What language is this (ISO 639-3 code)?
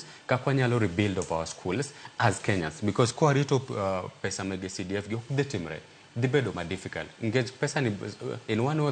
luo